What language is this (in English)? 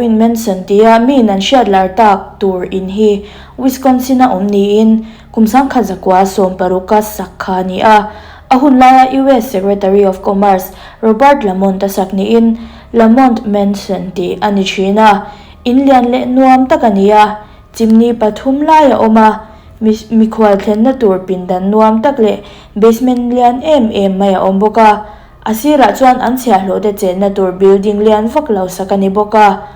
Mizo